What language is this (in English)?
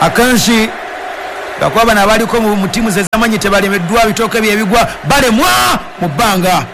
Ganda